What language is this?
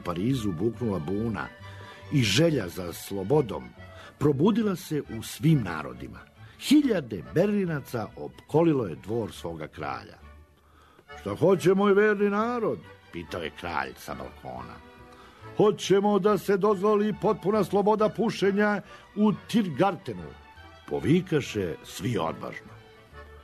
Serbian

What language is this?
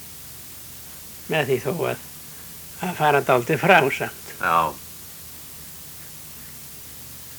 Icelandic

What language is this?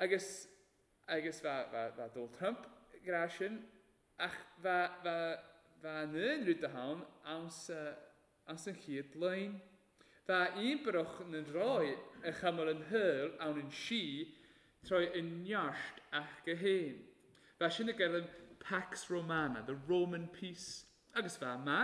Welsh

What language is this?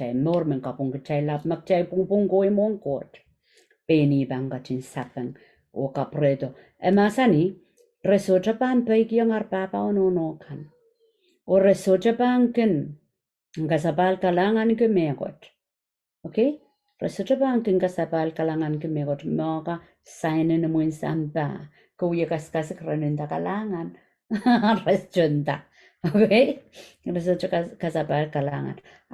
Pohnpeian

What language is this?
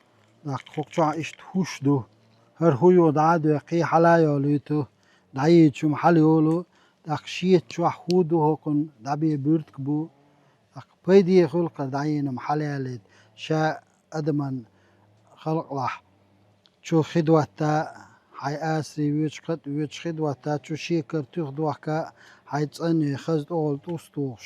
Chechen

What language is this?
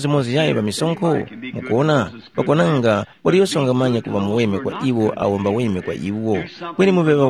Tumbuka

